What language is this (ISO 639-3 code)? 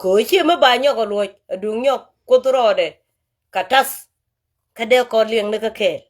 nus